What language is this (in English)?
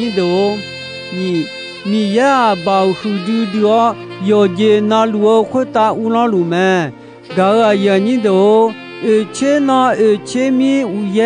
Akha